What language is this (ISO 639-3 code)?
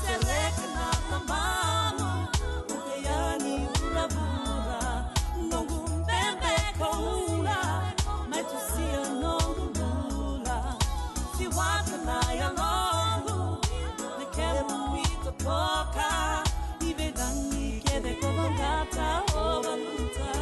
fij